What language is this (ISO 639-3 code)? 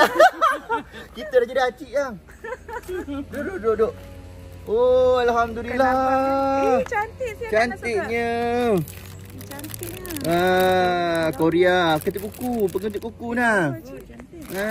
msa